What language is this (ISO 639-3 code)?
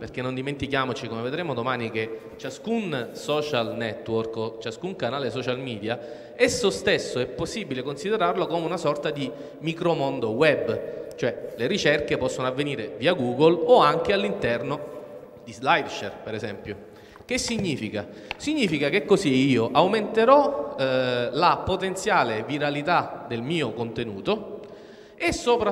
ita